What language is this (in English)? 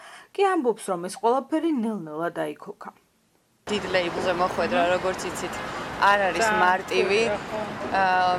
Georgian